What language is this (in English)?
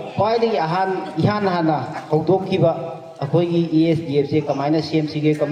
Manipuri